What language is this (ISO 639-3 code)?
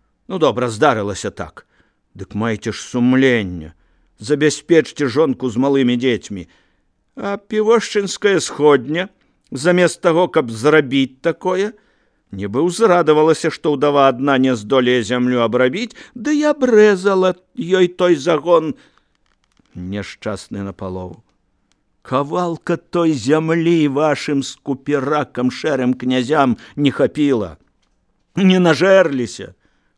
bel